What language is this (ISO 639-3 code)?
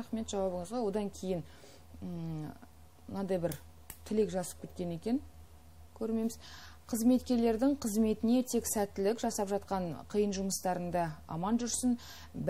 kaz